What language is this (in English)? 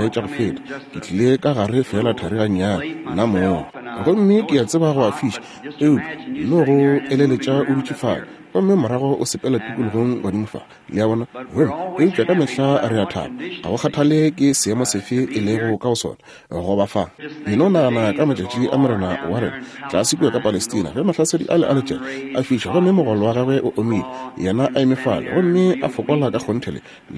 Northern Sotho